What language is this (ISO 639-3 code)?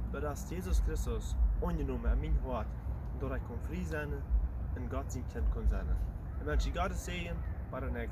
pdt